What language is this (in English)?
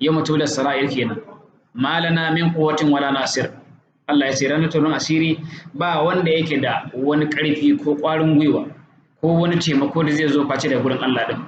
Hausa